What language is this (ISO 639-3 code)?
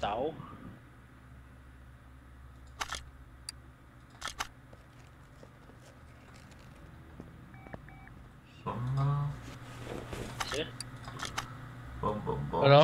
dan